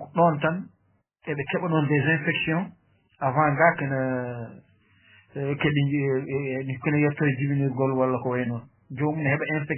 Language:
Fula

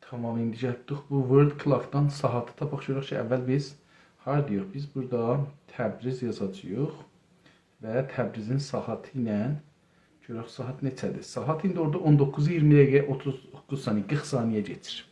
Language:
South Azerbaijani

